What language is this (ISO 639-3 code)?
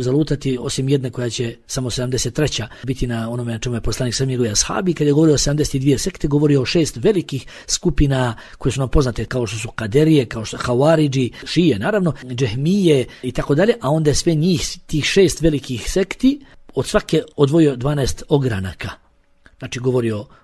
bos